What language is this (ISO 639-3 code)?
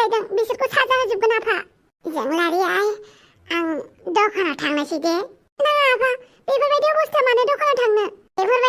brx